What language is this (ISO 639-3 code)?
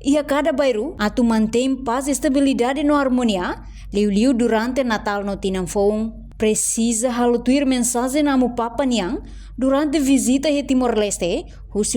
tet